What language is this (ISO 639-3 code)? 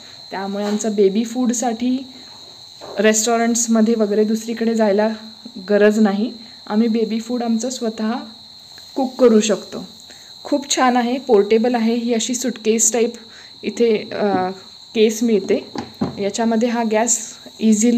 mar